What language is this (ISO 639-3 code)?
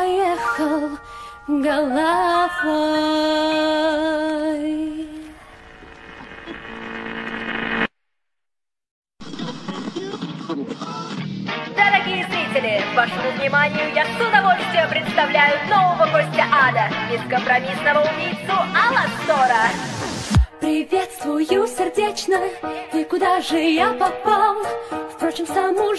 rus